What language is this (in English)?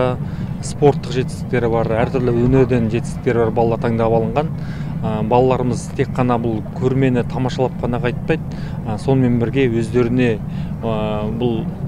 Kazakh